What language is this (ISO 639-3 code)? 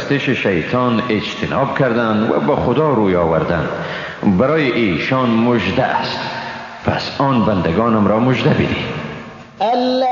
fas